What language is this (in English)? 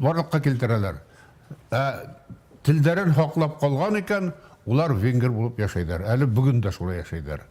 Bashkir